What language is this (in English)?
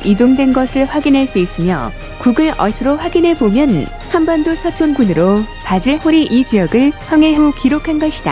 Korean